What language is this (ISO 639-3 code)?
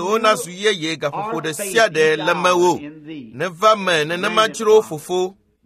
ewe